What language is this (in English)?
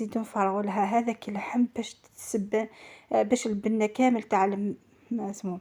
Algerian Arabic